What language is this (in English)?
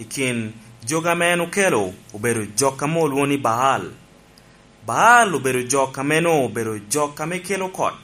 Lango (Uganda)